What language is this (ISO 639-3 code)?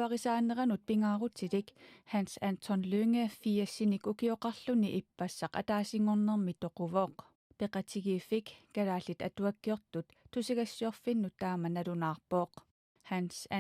kal